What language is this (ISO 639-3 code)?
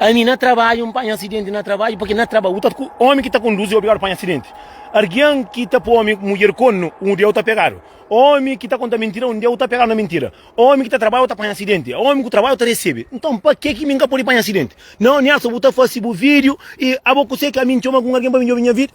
kea